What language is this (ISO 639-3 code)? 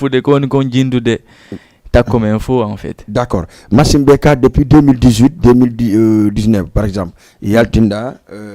ful